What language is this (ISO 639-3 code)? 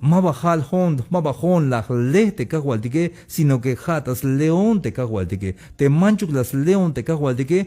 tzh